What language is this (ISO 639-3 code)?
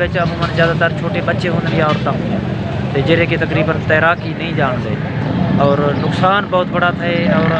skr